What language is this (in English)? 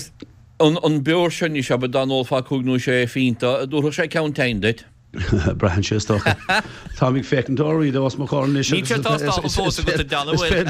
Irish